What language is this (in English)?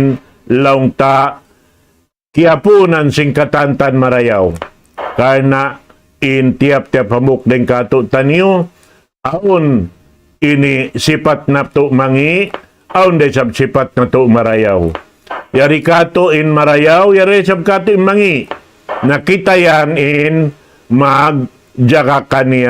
Tausug